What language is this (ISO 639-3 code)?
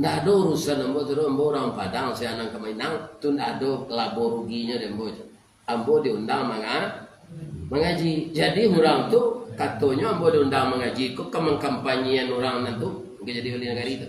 min